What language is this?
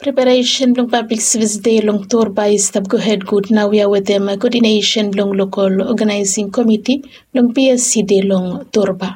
Bislama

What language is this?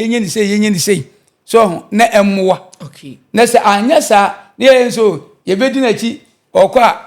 Akan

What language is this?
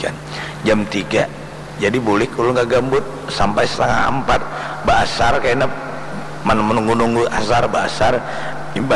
Banjar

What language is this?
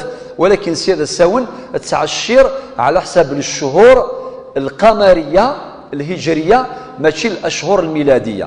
Kabyle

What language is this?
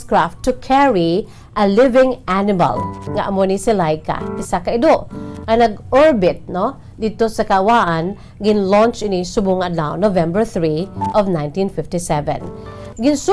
Hiligaynon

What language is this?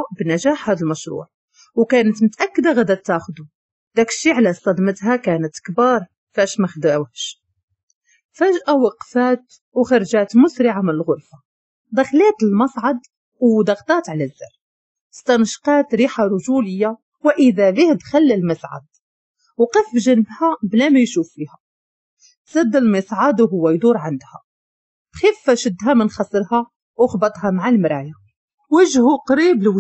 Moroccan Arabic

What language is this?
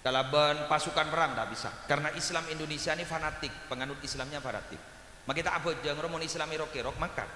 Madurese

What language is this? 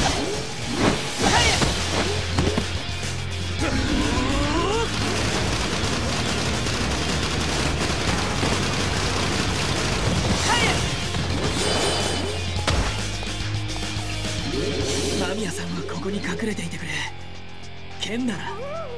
Japanese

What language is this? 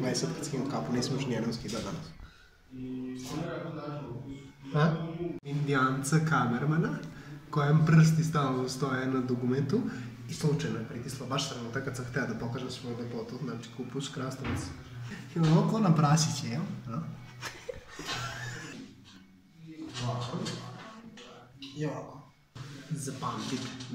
Serbian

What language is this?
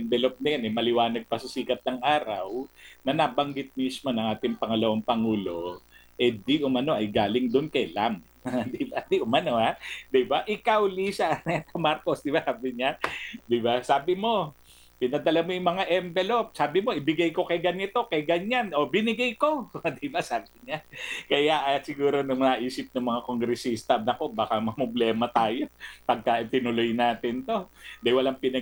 Filipino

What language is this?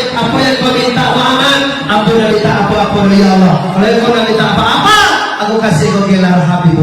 Minangkabau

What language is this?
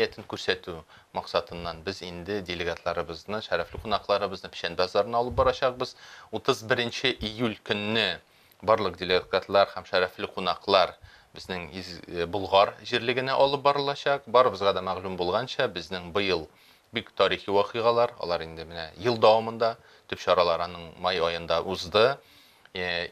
Tatar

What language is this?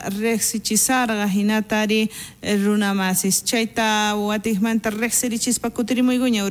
South Bolivian Quechua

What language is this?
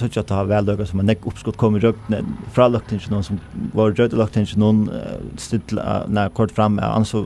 Faroese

